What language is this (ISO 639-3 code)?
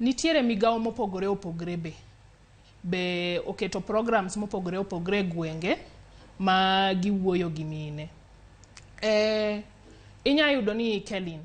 luo